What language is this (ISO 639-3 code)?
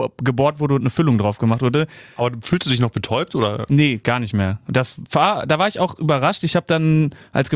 deu